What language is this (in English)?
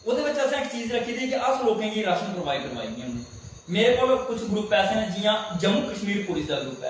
Dogri